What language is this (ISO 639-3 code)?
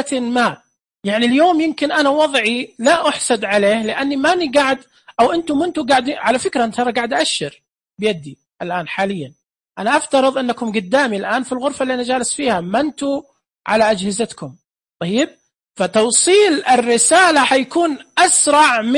ars